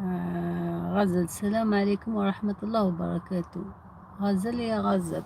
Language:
Algerian Arabic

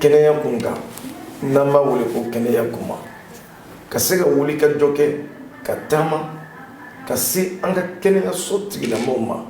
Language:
Bambara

